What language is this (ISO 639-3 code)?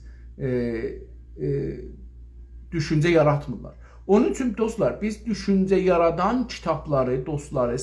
azb